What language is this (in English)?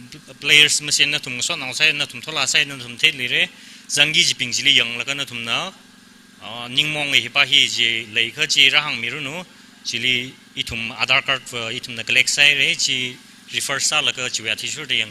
Tangkhul Naga (India)